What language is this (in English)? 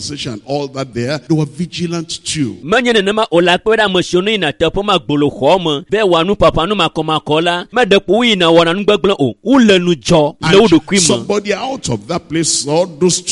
Ewe